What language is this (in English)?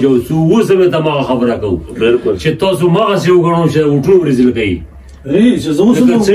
Pashto